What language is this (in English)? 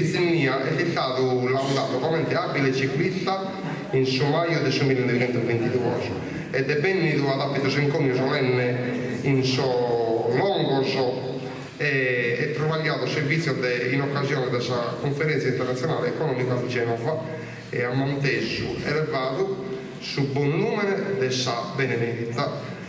Sardinian